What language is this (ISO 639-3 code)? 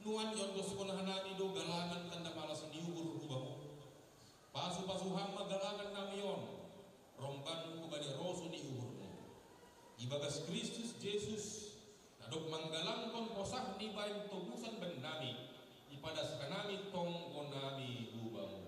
bts